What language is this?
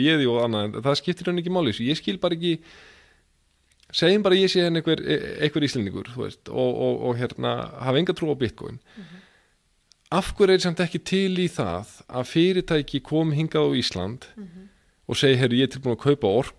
Icelandic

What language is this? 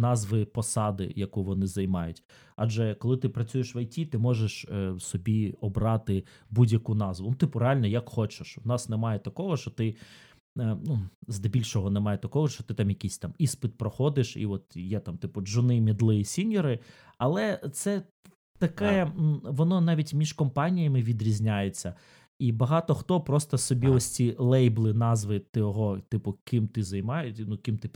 Ukrainian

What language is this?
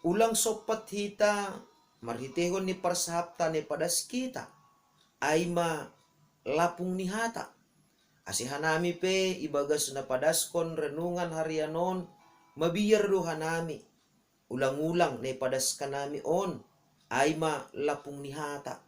Batak Simalungun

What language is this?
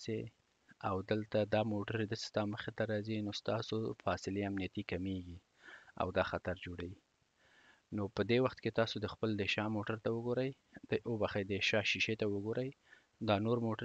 Pashto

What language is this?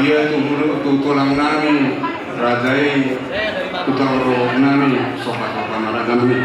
Batak Toba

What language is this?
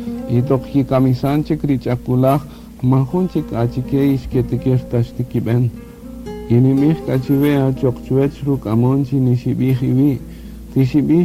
Kaqchikel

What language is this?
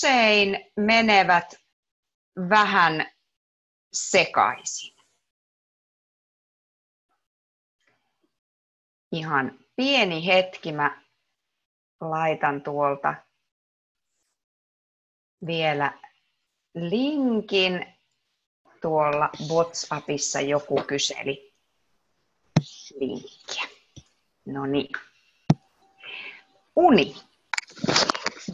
Finnish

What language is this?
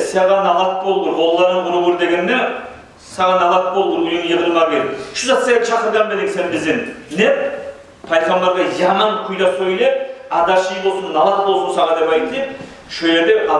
Kumyk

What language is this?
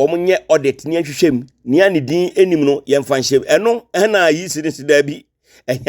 Akan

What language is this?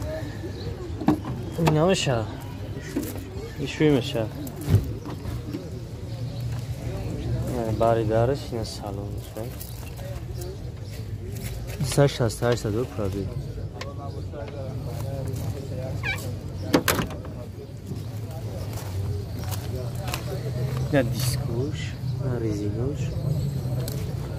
Tajik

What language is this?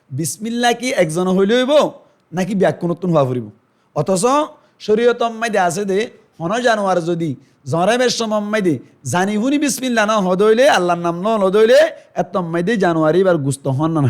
Rohingya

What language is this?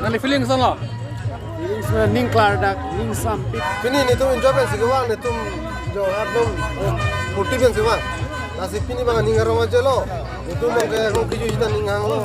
Karbi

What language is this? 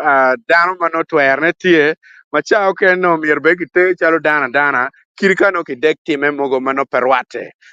Acoli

